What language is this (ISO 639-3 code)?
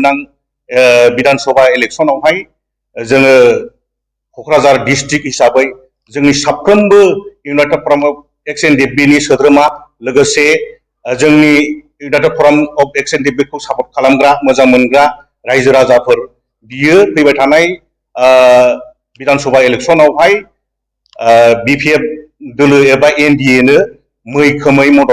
brx